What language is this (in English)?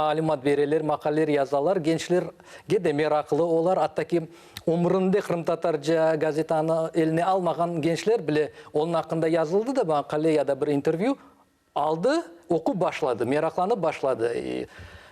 Crimean Tatar